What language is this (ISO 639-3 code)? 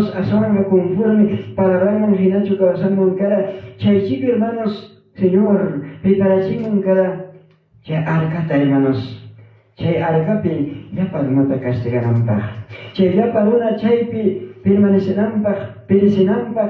quy